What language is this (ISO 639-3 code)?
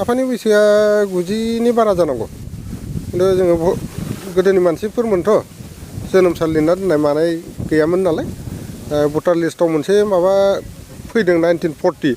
brx